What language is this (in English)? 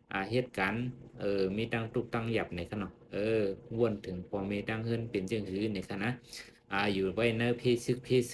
Shan